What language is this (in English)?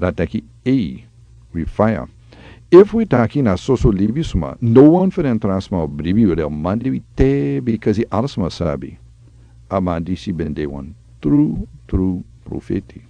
Sranan Tongo